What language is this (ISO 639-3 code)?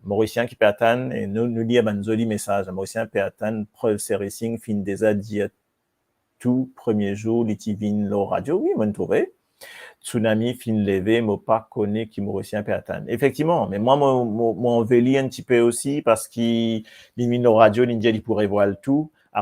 mfe